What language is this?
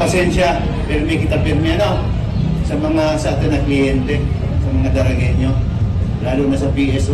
Bikol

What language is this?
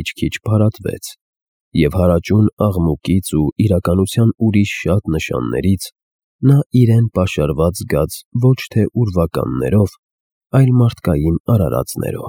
Armenian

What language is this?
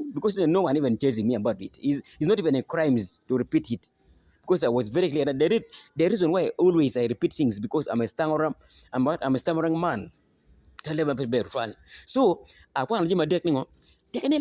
Acoli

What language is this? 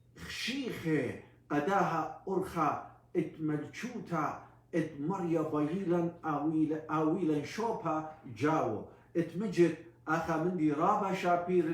Assyrian Neo-Aramaic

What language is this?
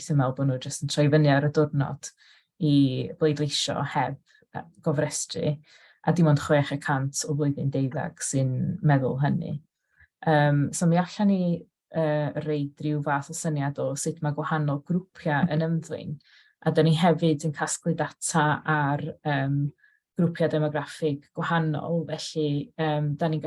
Welsh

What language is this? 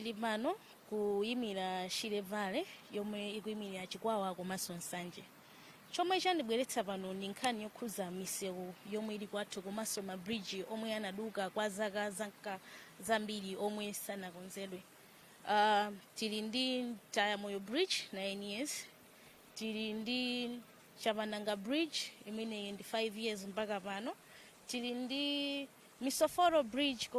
Nyanja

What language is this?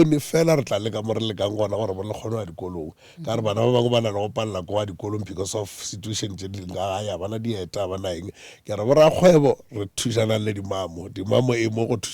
Northern Sotho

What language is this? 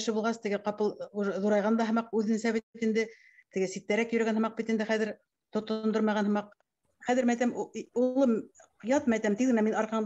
Bashkir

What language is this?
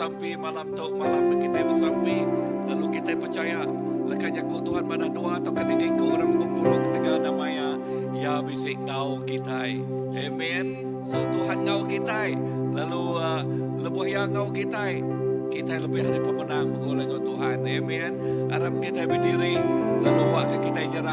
Iban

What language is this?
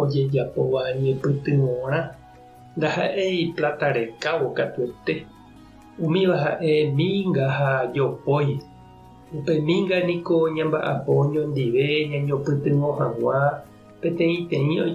Guarani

